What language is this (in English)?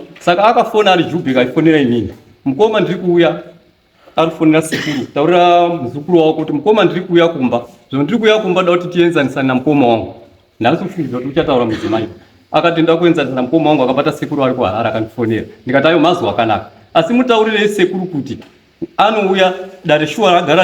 Shona